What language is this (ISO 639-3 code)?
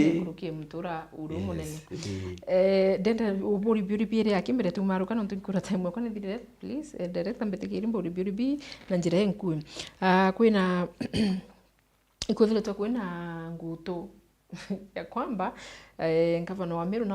mer